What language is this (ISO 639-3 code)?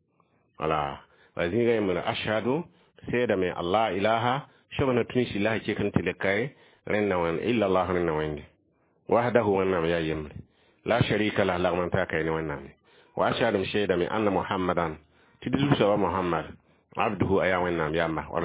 mos